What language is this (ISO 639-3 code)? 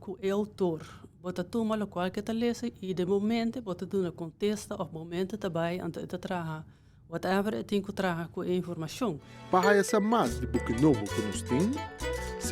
pap